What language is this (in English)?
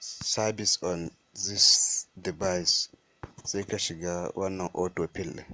Hausa